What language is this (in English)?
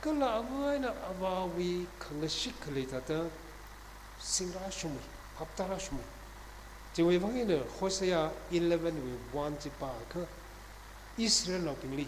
Tangkhul Naga (India)